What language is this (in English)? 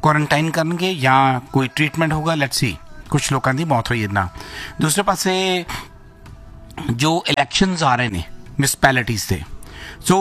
Punjabi